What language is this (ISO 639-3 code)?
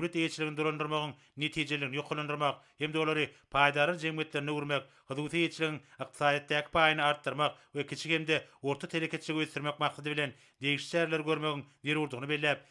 tuk